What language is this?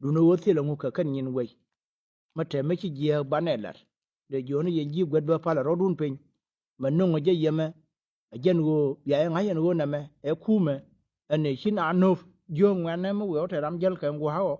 Nuer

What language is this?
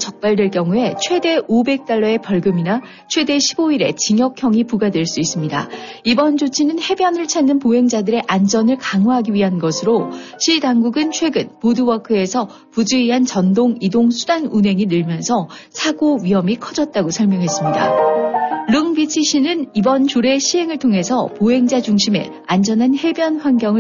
Korean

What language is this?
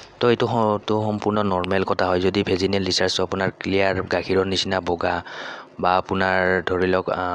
Assamese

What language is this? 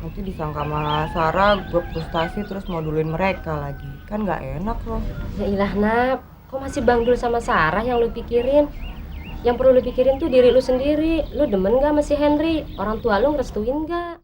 Betawi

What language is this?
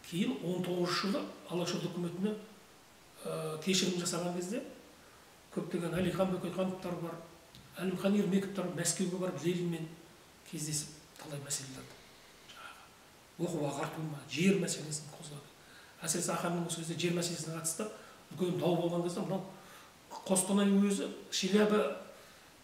Kazakh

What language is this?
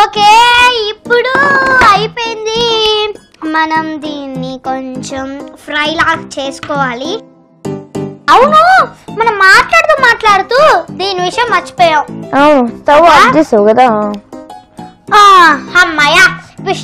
Telugu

